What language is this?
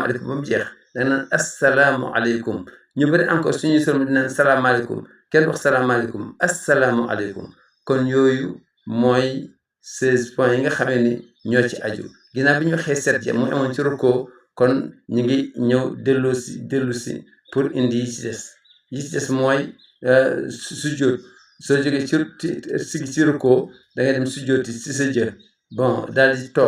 Wolof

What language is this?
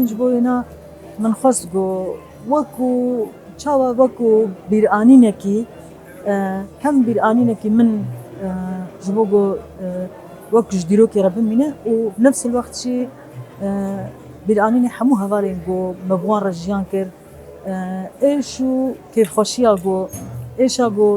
Kurdish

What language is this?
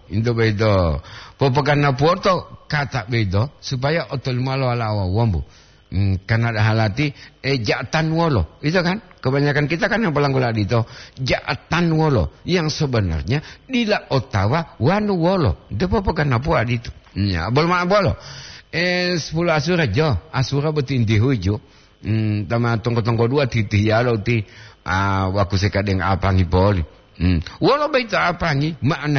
Gorontalo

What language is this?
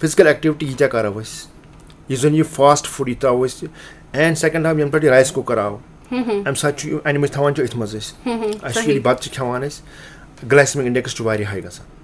Kashmiri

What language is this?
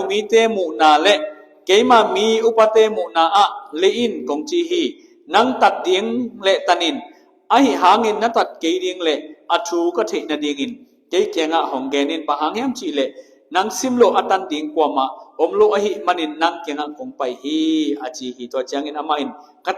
Tedim Chin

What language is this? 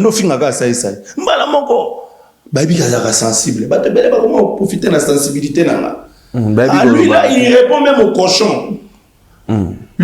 Lingala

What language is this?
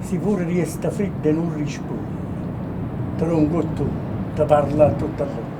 Neapolitan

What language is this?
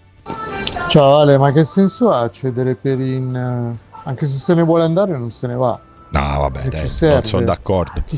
Italian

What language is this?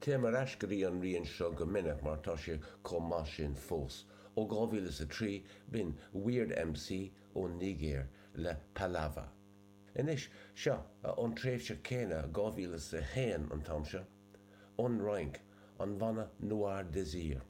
Irish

